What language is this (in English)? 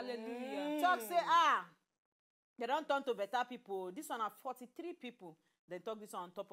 Nigerian Pidgin